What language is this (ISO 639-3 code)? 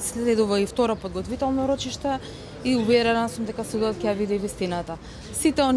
mkd